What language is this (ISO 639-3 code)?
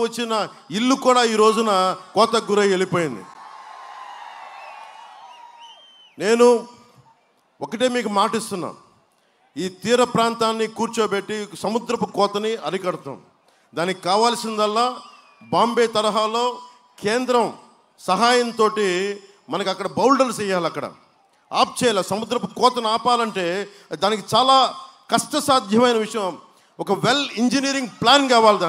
tel